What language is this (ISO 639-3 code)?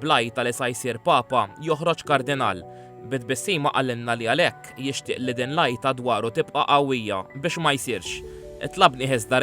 mlt